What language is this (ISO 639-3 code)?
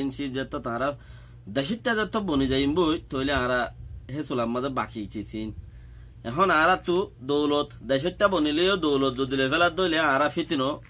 rhg